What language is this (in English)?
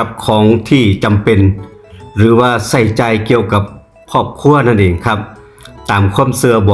Northeastern Thai